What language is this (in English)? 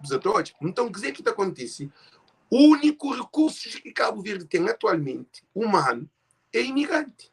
Kabuverdianu